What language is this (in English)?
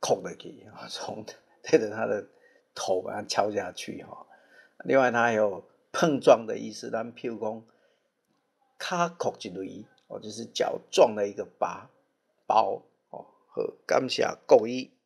Min Nan Chinese